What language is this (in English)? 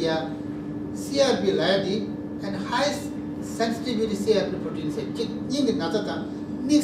Tibetan